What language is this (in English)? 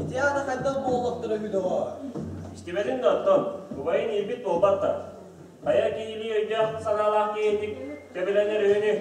Yakut